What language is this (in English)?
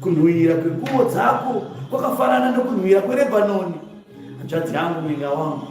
Shona